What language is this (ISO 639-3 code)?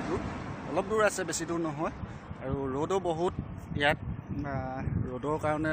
asm